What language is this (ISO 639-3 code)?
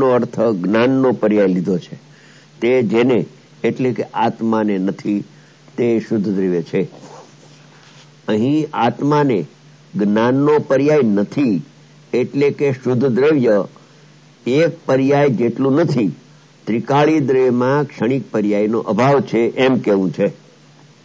guj